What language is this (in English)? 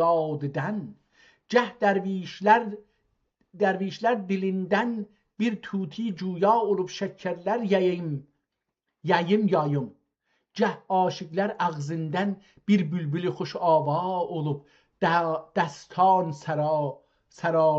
South Azerbaijani